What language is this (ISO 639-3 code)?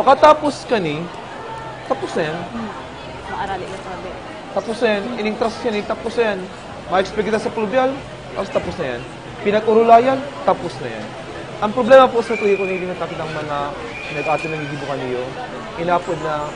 bik